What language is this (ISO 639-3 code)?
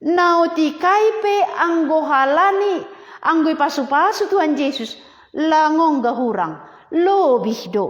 bts